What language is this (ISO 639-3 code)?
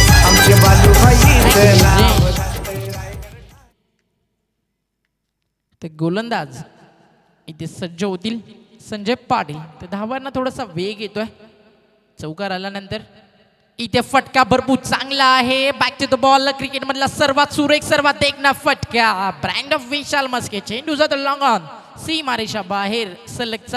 mar